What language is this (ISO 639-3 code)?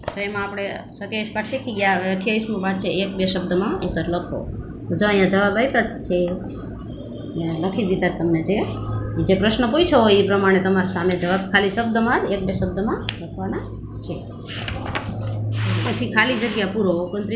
guj